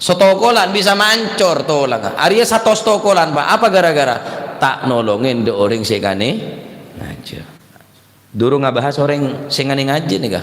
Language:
Madurese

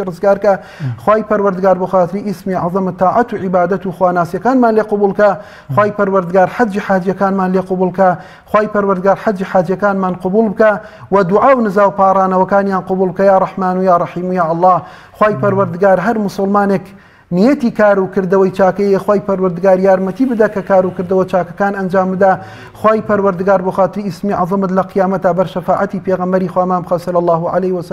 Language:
Central Kurdish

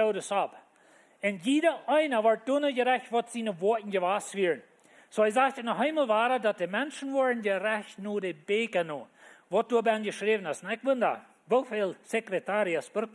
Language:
Plautdietsch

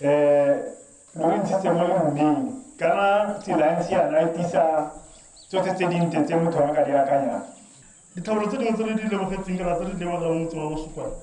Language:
Tswana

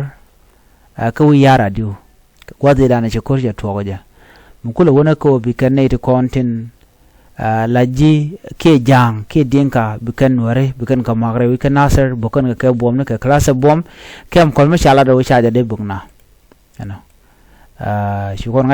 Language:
Nuer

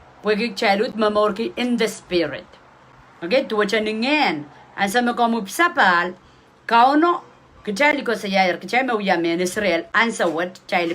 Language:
Pohnpeian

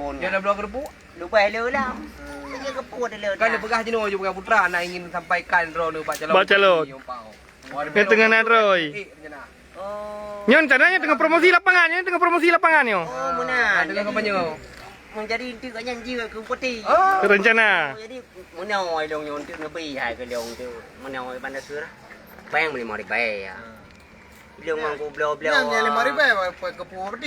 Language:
Achinese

